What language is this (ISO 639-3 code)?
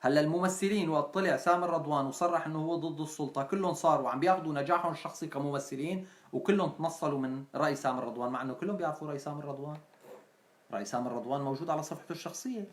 apc